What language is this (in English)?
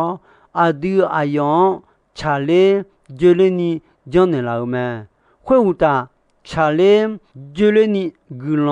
Akha